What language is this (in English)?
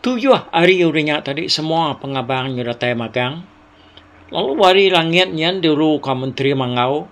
Iban